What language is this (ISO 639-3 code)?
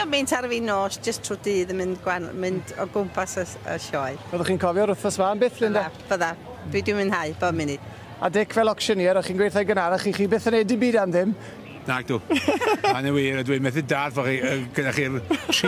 cym